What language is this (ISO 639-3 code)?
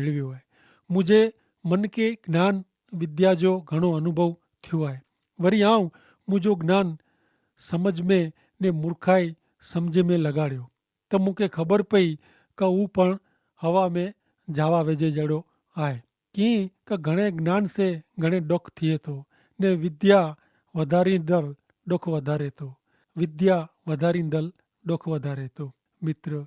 kfr